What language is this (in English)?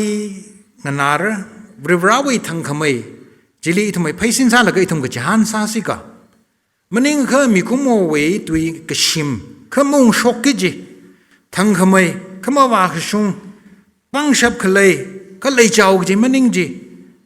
Tangkhul Naga (India)